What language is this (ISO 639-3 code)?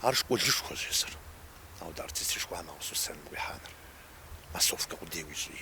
kbd